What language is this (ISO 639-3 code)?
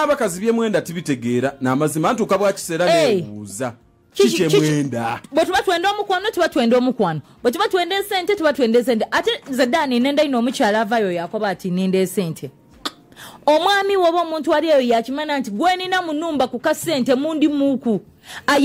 xog